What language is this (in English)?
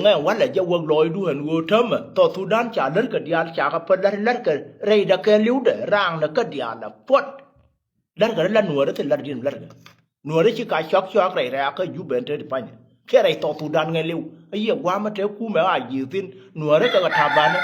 Nuer